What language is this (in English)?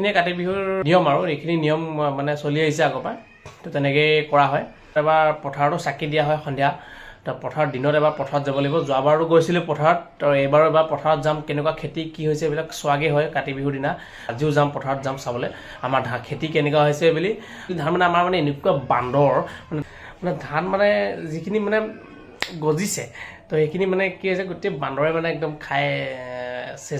Assamese